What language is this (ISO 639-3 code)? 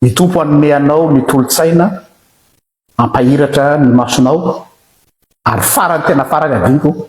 mlg